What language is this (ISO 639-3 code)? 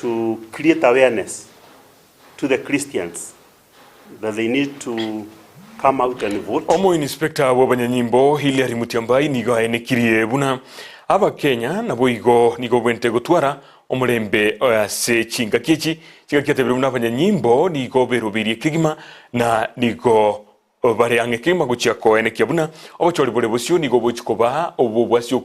guz